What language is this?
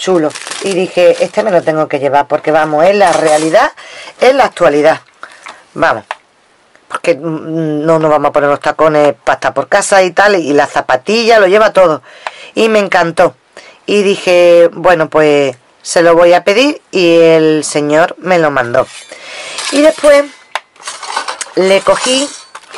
Spanish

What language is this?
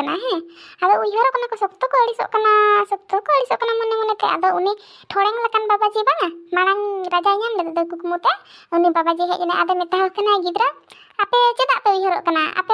Santali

